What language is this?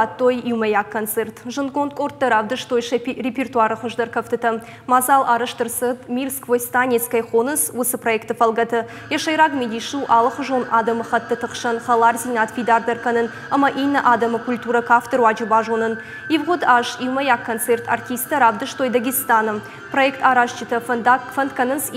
Ossetic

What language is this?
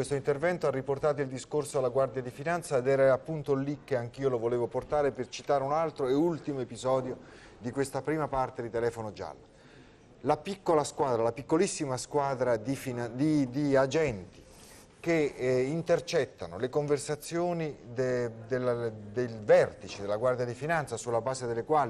Italian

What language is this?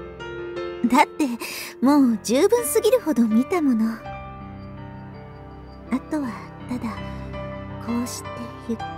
Japanese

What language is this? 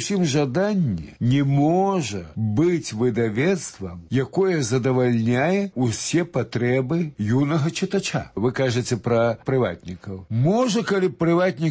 Belarusian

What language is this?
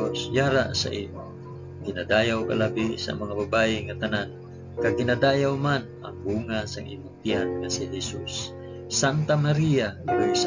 Hiligaynon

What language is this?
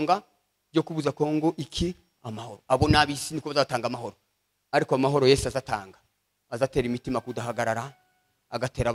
Kinyarwanda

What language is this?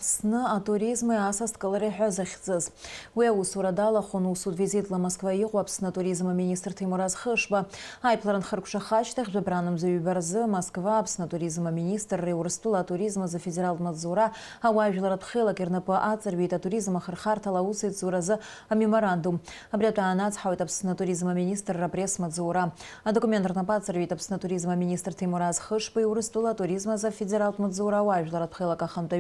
Abkhazian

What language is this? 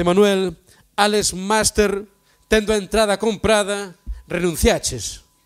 Galician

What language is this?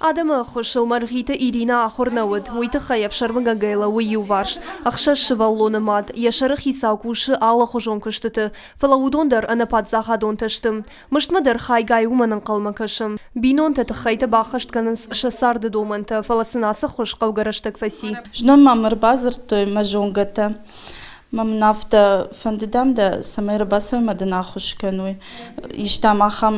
Ossetic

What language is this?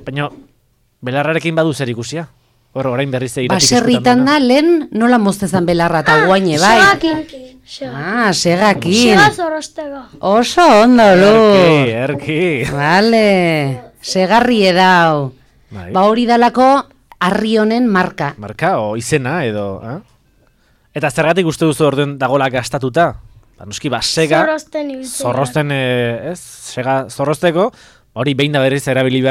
Basque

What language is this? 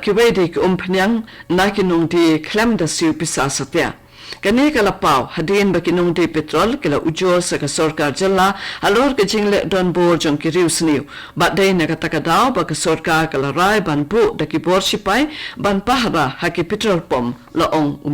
Khasi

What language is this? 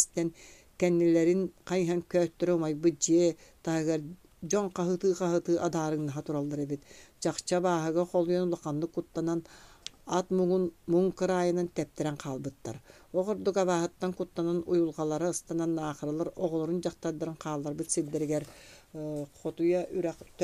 Yakut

